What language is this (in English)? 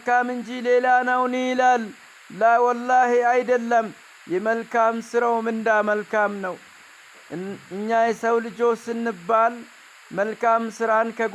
Amharic